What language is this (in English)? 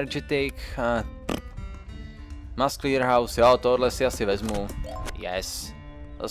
Czech